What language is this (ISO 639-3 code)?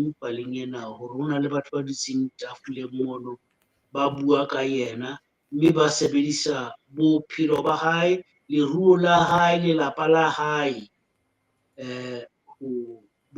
sot